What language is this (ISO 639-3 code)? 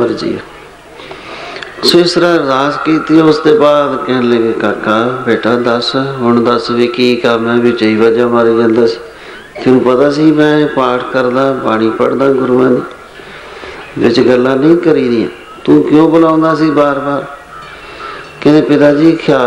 pan